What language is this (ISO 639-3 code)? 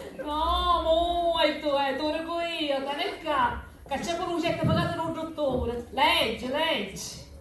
scn